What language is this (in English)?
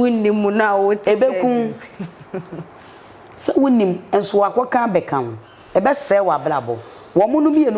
Akan